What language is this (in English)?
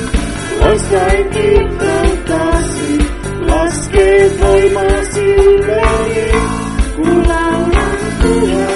Finnish